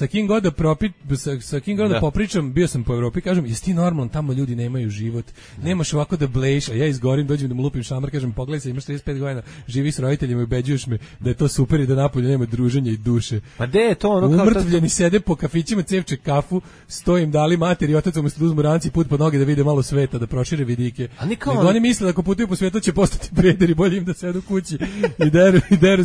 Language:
Serbian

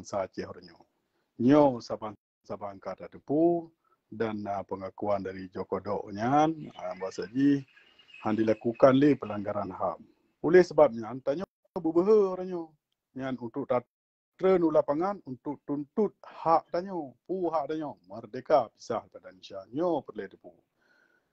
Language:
Achinese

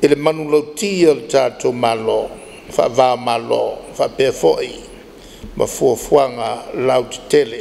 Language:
Samoan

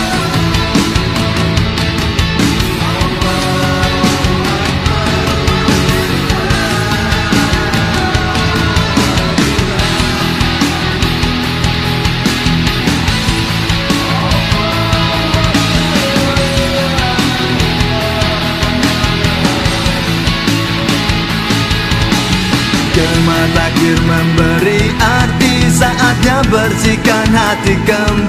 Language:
Indonesian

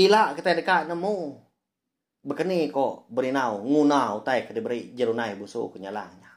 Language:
Iban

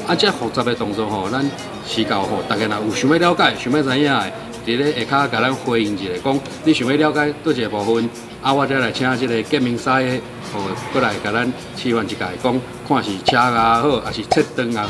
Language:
Min Nan Chinese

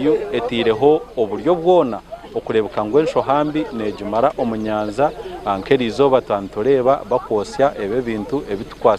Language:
Nyankole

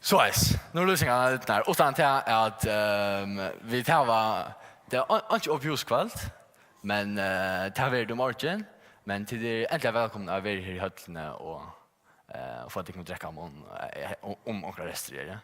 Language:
Faroese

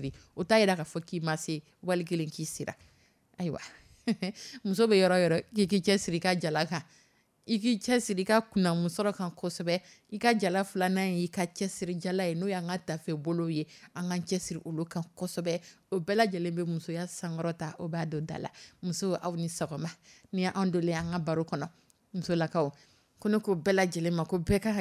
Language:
Dyula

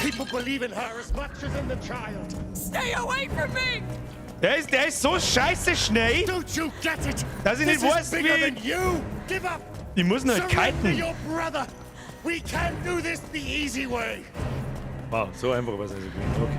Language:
Bavarian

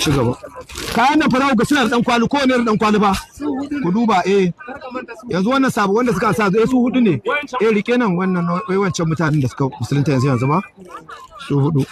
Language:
Hausa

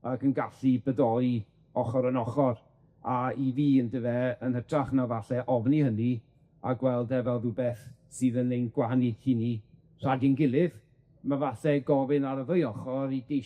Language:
Welsh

